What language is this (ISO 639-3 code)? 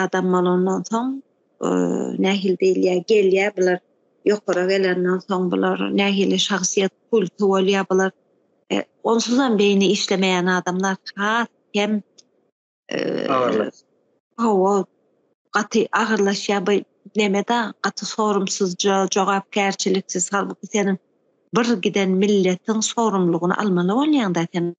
tuk